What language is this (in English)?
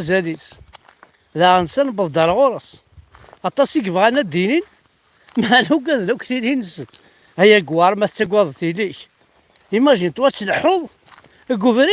Kabyle